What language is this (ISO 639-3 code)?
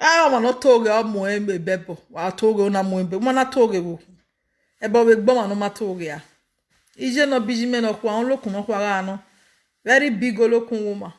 pcm